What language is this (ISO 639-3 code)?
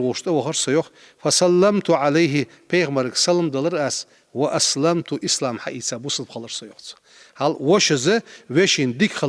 inh